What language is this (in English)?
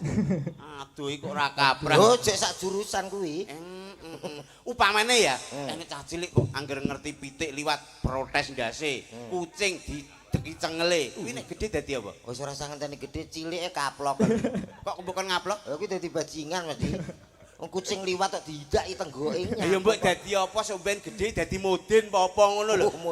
Javanese